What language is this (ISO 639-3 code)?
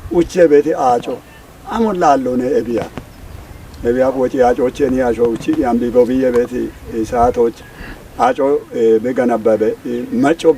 kbr